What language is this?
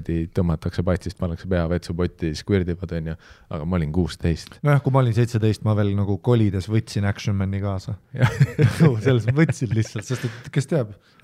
Estonian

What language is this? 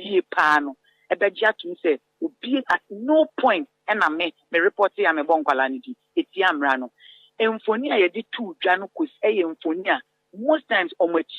Akan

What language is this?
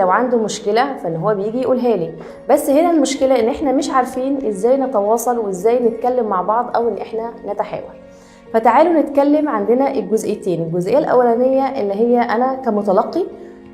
Egyptian Arabic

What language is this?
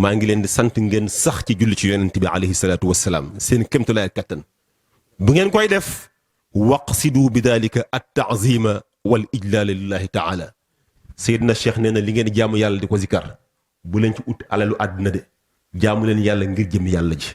Wolof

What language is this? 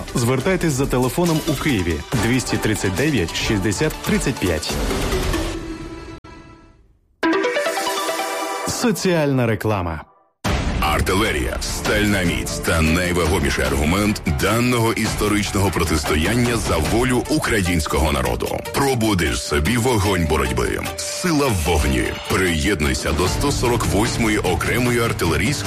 Ukrainian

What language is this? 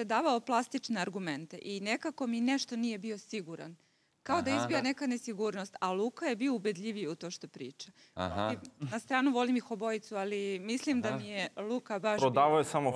Serbian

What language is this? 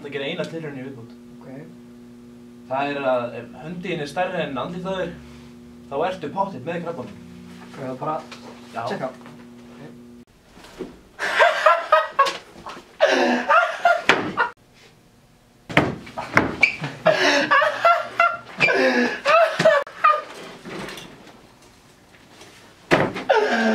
Icelandic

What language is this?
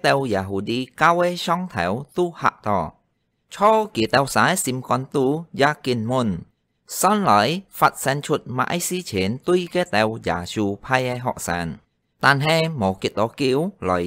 Hakka Chinese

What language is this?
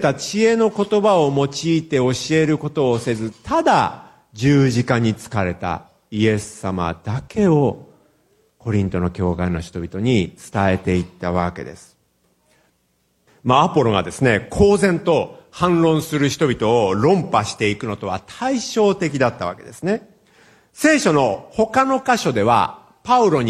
Japanese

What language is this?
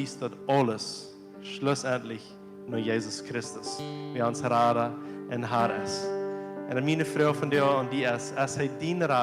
Plautdietsch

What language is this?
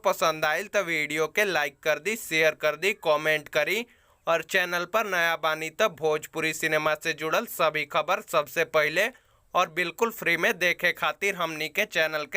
Bhojpuri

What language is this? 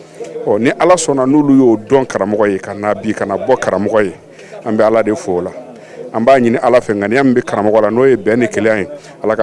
Bambara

